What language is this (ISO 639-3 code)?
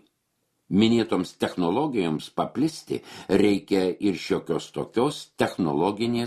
lit